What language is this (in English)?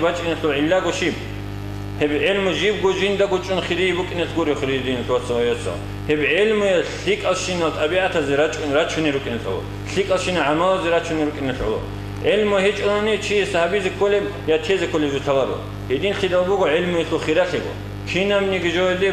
Avaric